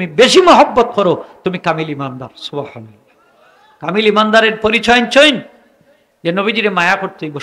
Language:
Sylheti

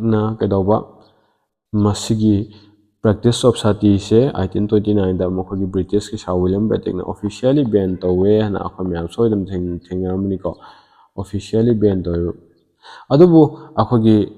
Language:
Manipuri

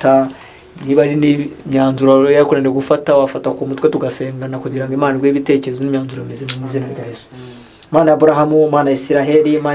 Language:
Kinyarwanda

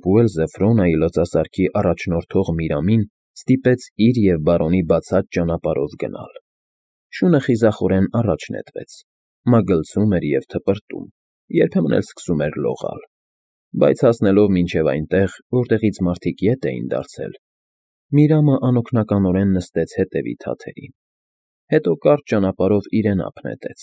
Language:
Armenian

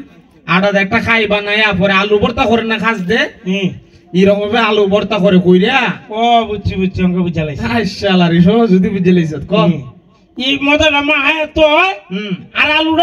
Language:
Sylheti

